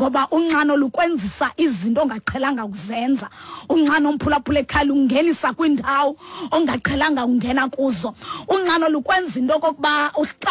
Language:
Xhosa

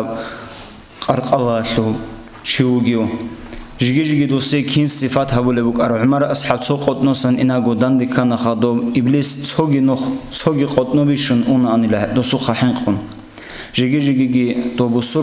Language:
Avaric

